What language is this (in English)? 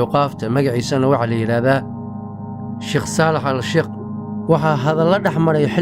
Somali